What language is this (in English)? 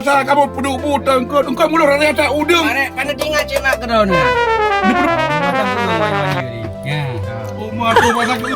Achinese